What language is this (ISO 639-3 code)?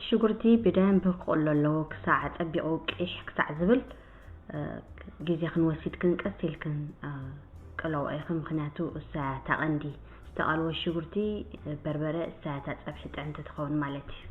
tir